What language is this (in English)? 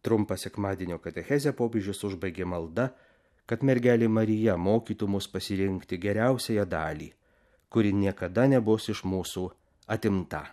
Lithuanian